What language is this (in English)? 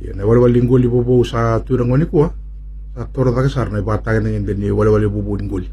Fijian